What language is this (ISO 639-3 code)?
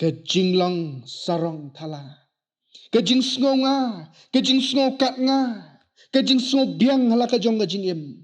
kha